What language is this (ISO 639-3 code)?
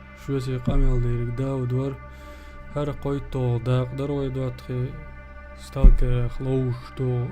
che